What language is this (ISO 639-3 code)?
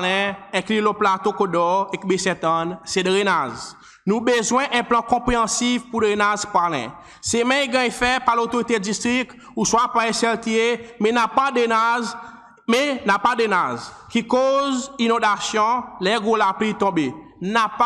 crs